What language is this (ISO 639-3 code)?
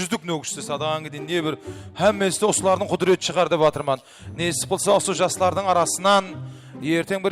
kaa